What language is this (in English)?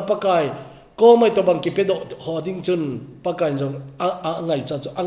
Thado Chin